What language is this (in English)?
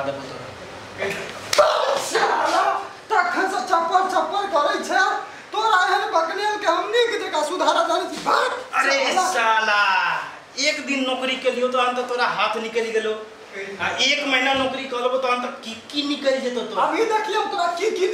Maithili